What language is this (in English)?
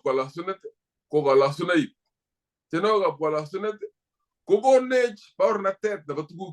Kalenjin